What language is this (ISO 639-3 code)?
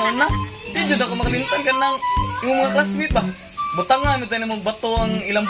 ceb